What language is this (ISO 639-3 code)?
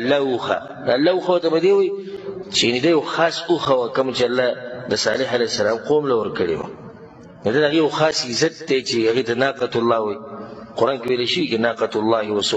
pus